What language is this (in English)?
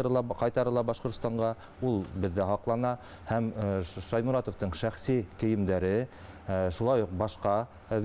Bashkir